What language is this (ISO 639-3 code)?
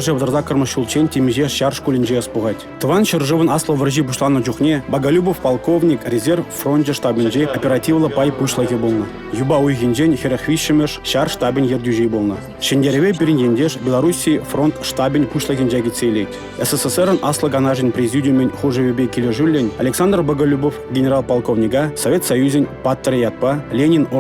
chv